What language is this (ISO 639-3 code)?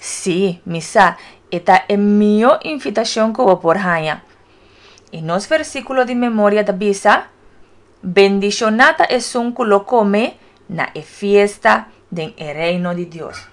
pap